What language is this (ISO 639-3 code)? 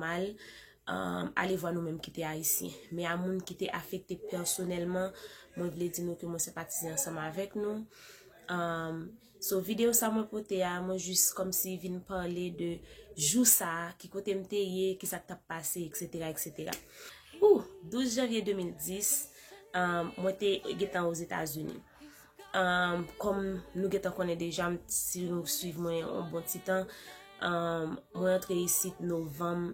hat